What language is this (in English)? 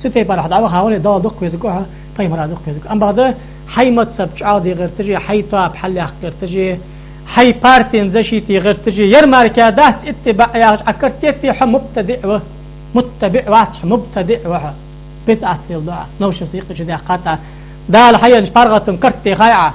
Ingush